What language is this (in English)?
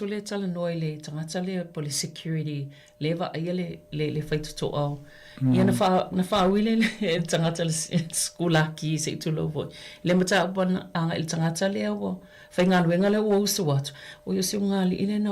Samoan